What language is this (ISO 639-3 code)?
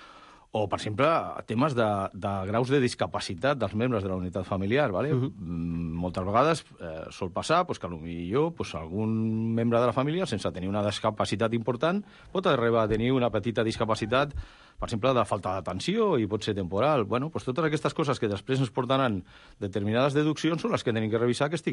cat